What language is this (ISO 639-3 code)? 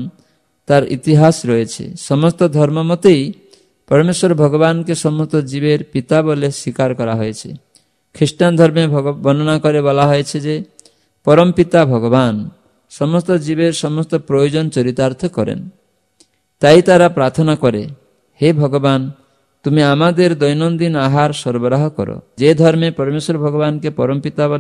ben